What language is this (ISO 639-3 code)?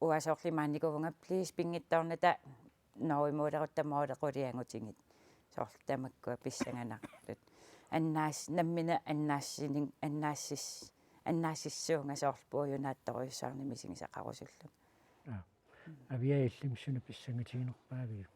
kal